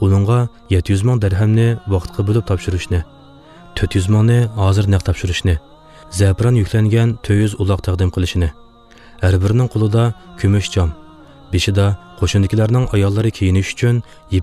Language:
Uyghur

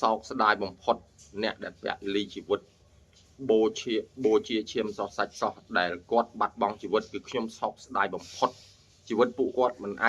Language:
Khmer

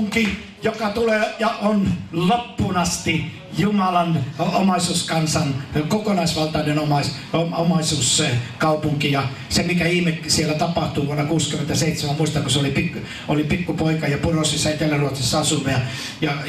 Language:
Finnish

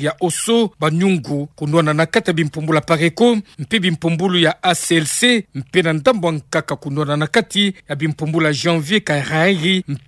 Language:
Kituba (Democratic Republic of Congo)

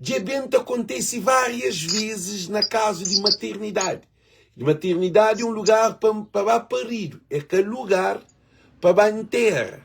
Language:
Kabuverdianu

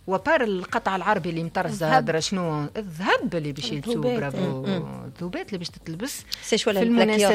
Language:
Tunisian Arabic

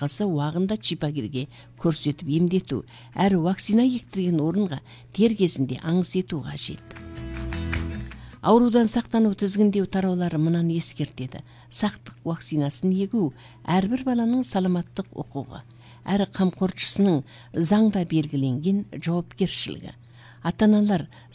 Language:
Kazakh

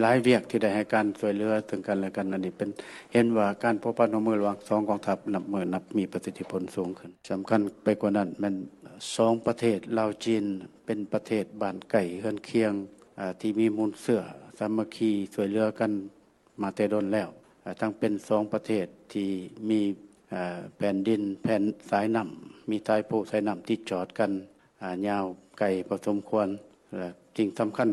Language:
Lao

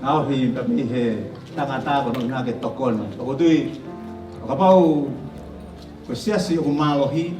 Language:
Tongan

